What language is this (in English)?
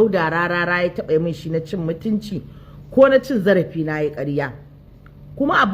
Hausa